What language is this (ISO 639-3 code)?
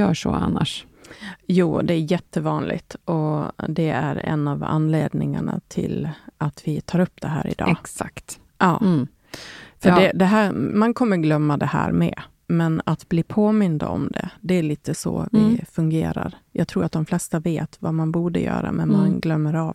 swe